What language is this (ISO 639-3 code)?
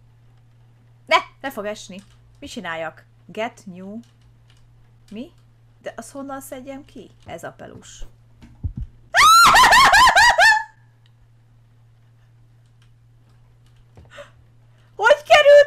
hun